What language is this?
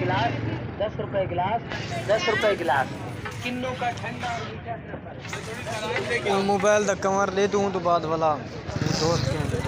Saraiki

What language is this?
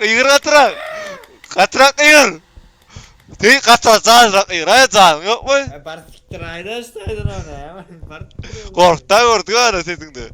Turkmen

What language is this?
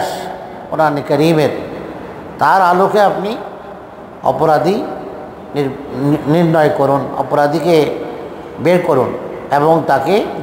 Bangla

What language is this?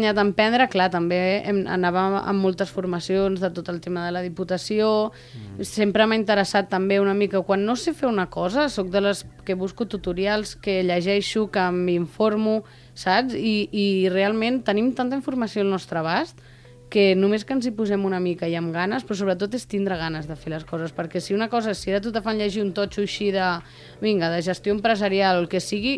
Catalan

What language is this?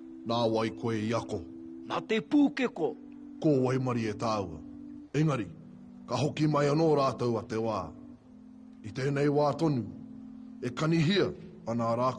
Māori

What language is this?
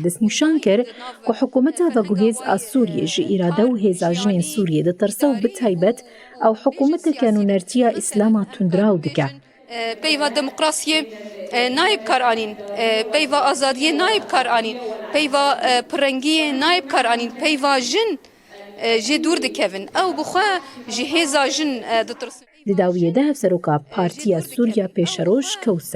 Kurdish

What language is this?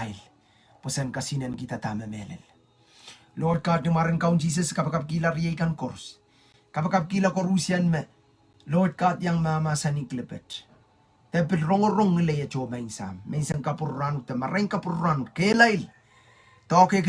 Pohnpeian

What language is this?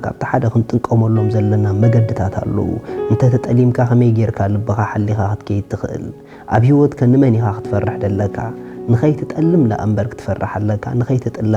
Tigrinya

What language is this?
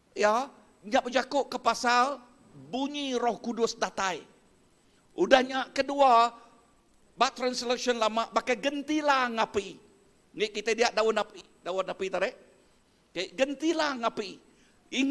Iban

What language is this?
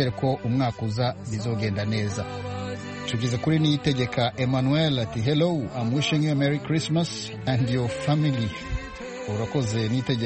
Kinyarwanda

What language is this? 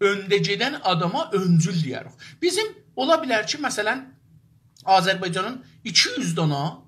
South Azerbaijani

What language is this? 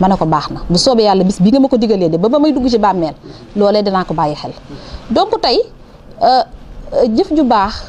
Wolof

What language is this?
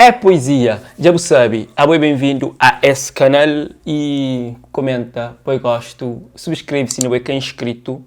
Kabuverdianu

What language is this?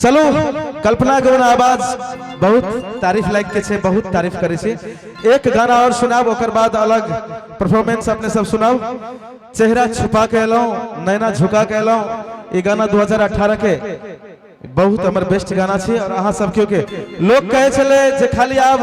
Maithili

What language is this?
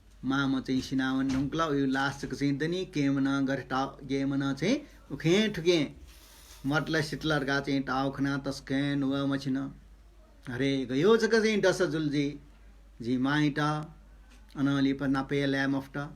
Newari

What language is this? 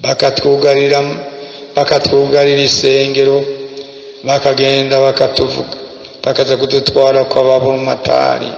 Rundi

